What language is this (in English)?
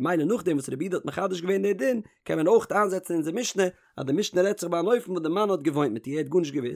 Yiddish